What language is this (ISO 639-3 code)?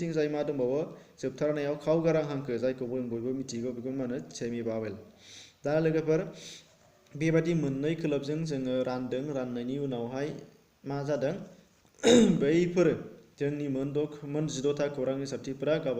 brx